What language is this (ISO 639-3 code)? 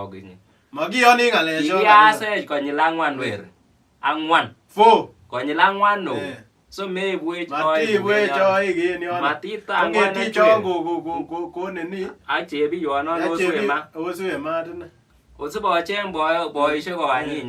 kln